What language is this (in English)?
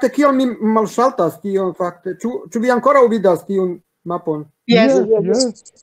Esperanto